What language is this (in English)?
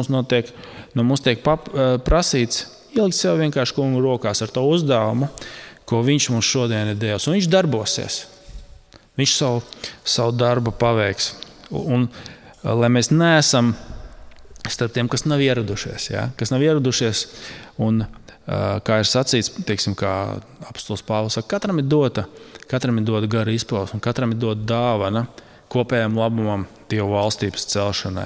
Latvian